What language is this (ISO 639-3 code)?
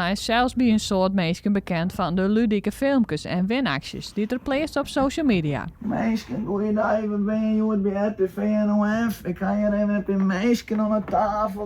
fry